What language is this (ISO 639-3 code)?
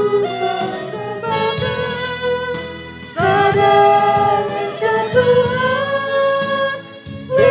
btx